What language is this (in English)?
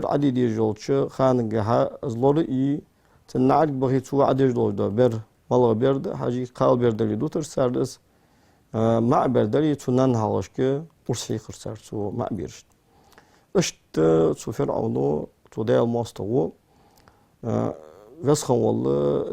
Ingush